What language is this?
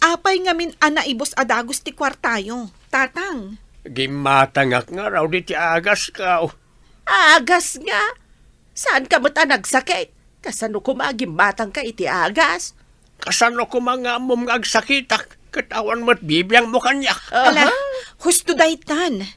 Iloko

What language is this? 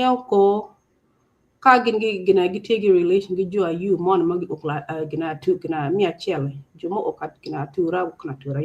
Acoli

